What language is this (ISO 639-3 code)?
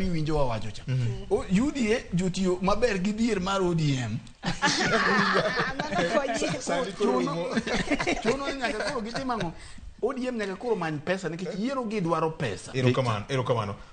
luo